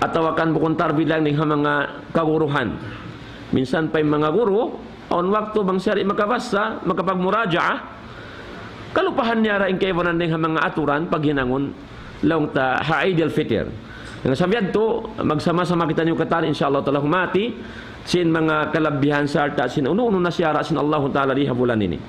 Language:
Tausug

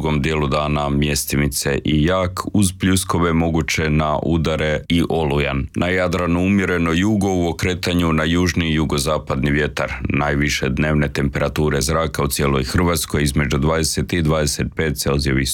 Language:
Croatian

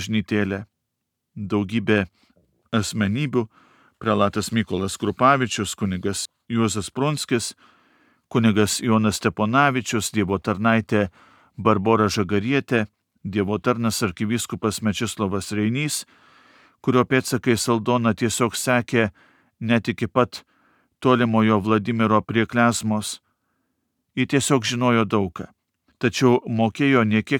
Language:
Lithuanian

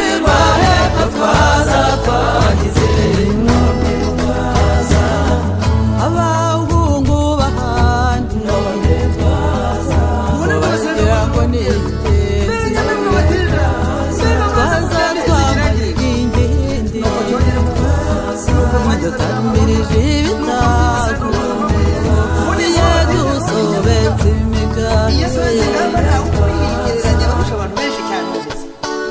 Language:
Kinyarwanda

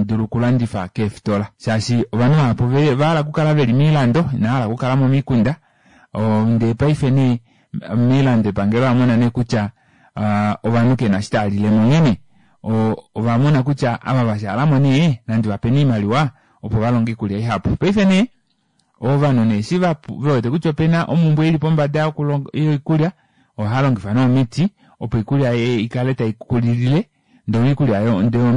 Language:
Kuanyama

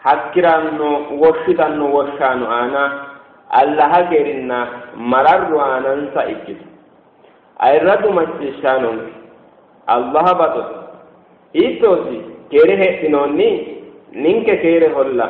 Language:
Sidamo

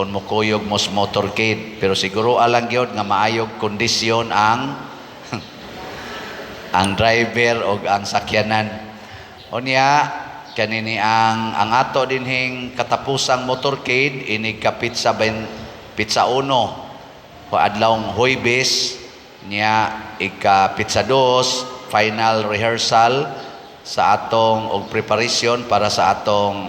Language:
Cebuano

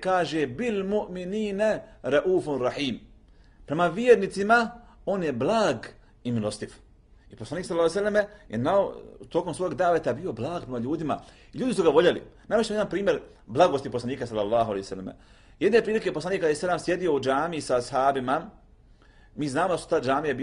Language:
Bosnian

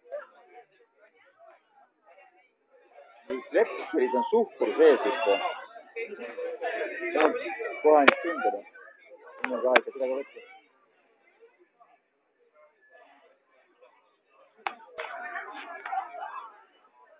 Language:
Estonian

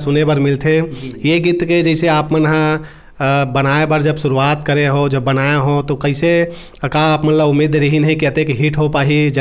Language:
Chhattisgarhi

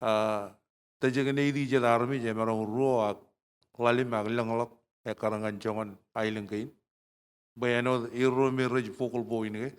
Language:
Marshallese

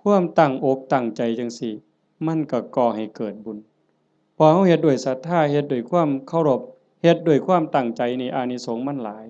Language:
Northeastern Thai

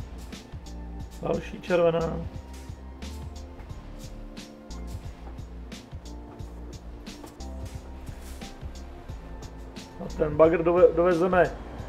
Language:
Czech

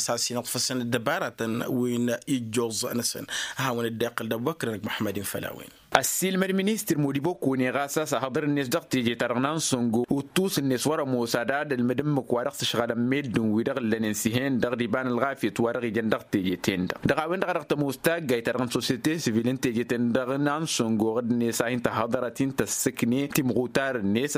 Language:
Tamasheq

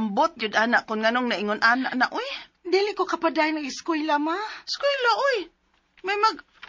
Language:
Cebuano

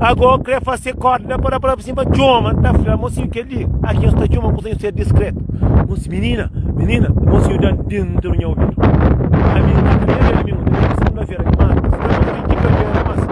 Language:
Kabuverdianu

